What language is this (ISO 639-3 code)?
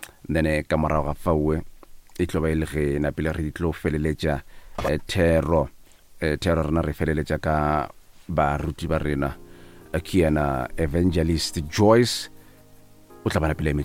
nso